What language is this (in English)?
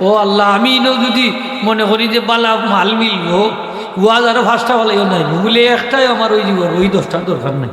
Sylheti